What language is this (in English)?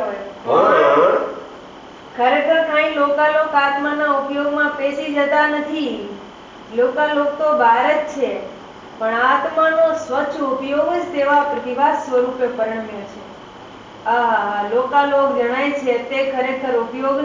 Gujarati